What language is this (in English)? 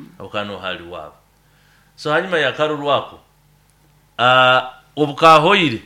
Nyoro